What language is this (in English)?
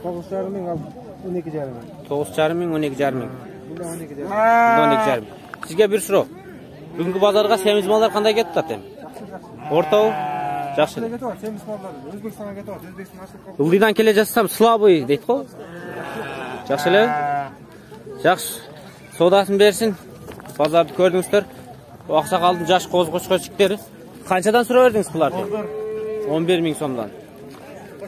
Kyrgyz